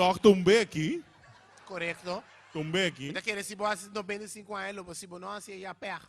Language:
Papiamento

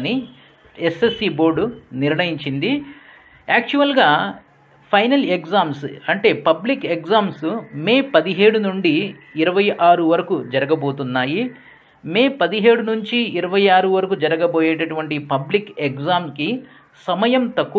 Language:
Telugu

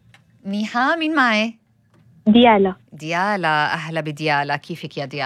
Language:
North Levantine Arabic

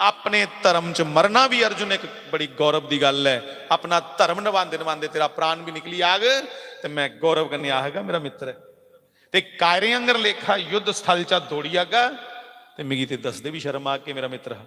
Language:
Dogri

